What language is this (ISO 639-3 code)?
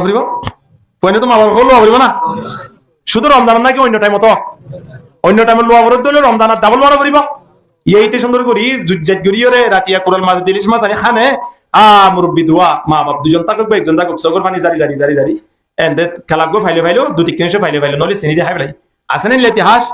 rhg